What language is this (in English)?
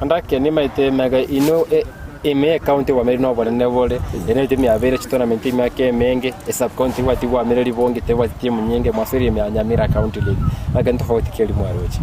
Gusii